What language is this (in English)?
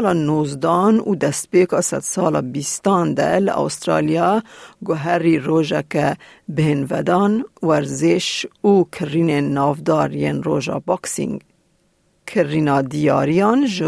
Kurdish